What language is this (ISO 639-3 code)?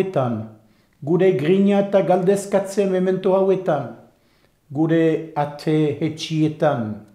eus